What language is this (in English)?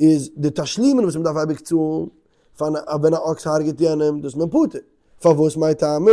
Yiddish